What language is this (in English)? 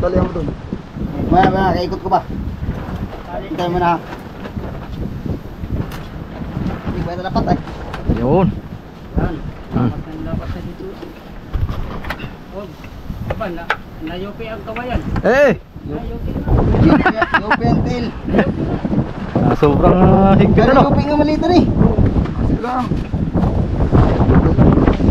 Filipino